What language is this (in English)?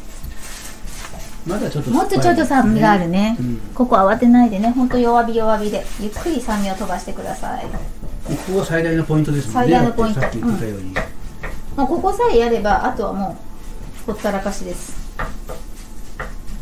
Japanese